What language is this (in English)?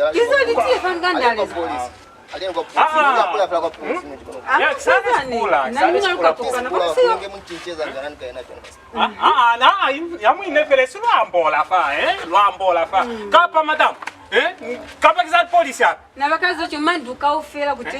Lozi